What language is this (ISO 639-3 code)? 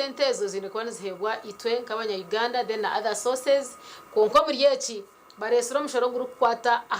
nyn